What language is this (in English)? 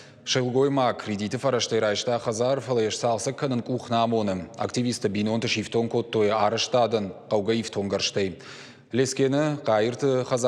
Ossetic